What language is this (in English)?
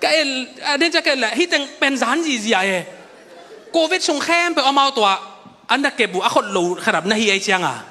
Tedim Chin